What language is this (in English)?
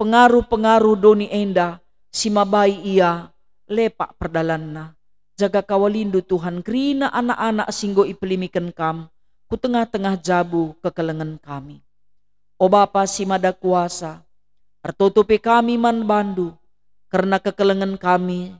Batak Karo